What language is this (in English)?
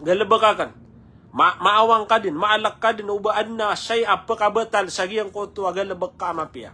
Maranao